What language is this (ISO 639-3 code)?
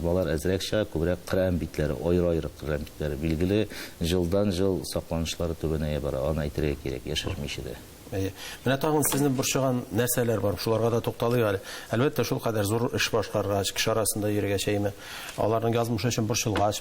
tat